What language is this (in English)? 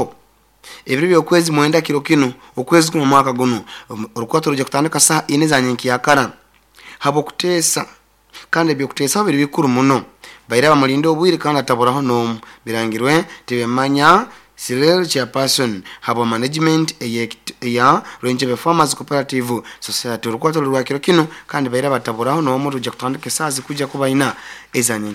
Nyoro